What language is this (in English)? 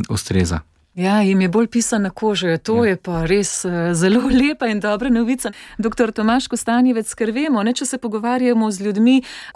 Slovenian